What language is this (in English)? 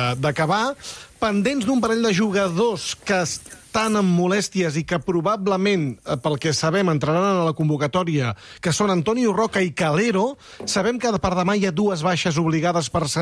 Catalan